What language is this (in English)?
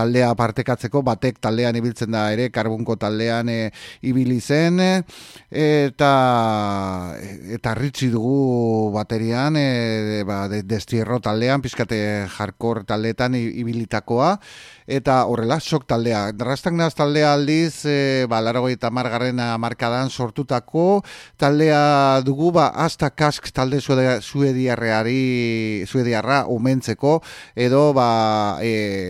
Basque